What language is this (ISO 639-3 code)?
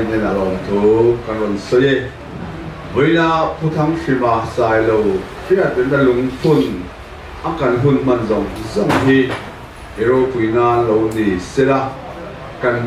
lus